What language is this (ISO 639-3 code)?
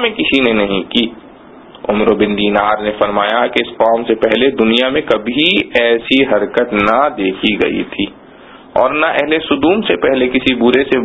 urd